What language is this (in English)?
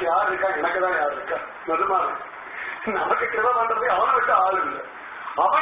Tamil